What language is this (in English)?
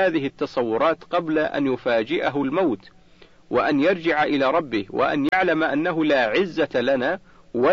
Arabic